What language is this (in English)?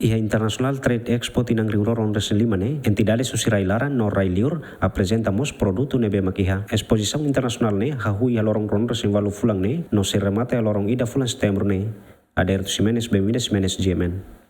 Tetum